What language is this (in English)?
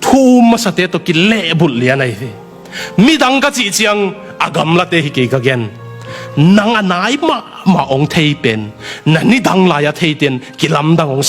Tedim Chin